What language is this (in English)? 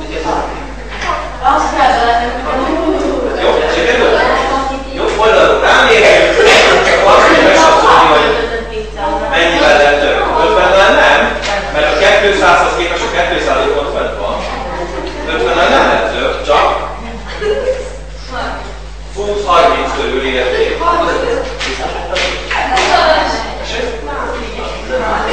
Hungarian